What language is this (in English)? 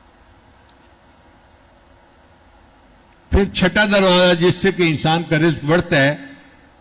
Urdu